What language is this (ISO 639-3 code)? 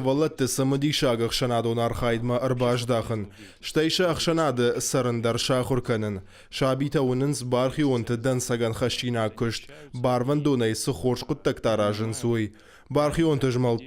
oss